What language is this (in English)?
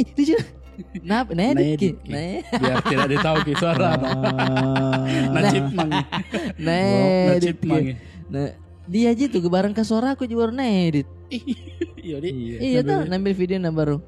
Makassar Malay